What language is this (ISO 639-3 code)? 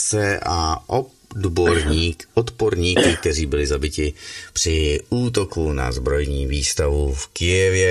ces